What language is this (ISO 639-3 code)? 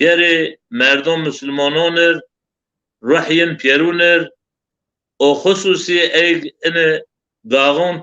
zza